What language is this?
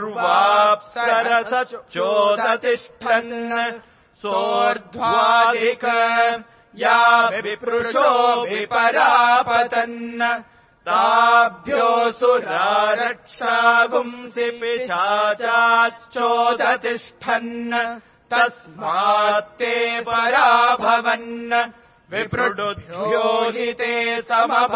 Sanskrit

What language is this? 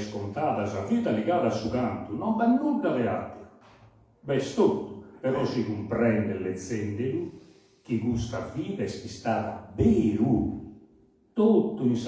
Sardinian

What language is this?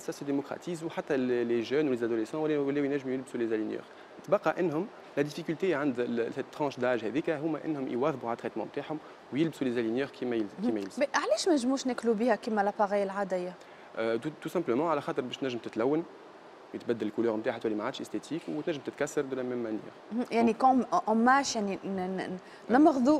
Tunisian Arabic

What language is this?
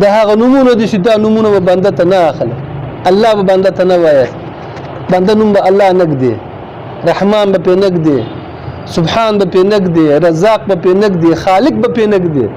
Pashto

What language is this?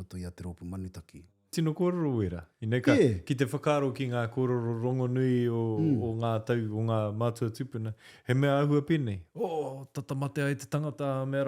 Māori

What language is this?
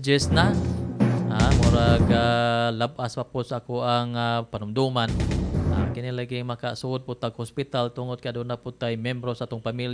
Cebuano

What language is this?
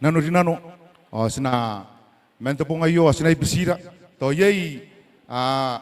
Gilbertese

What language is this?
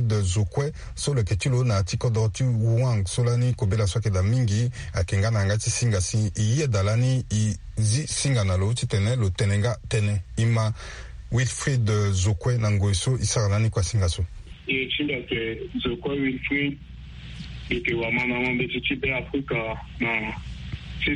Sango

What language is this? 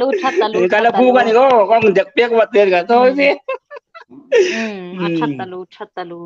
Hmar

